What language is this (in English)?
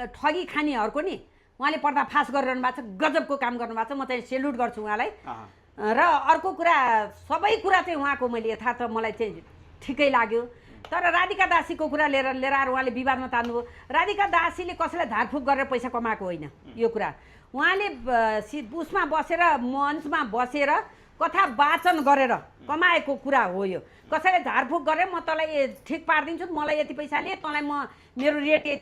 Nepali